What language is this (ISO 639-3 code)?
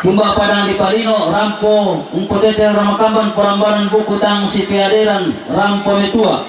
sda